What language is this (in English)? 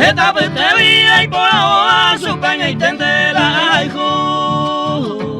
Guarani